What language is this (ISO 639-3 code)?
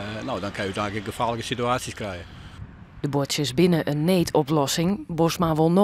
fry